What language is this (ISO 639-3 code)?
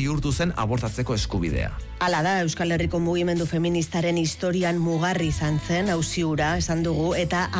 eus